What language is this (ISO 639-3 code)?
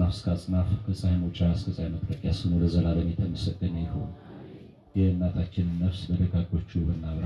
amh